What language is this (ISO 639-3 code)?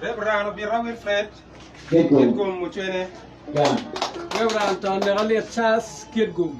ach